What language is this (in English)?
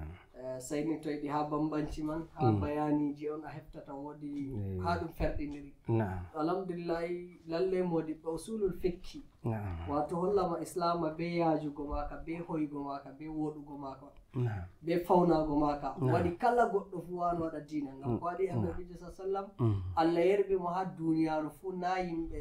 Nigerian Fulfulde